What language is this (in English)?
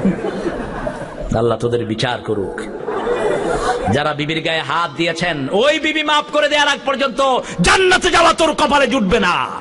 Bangla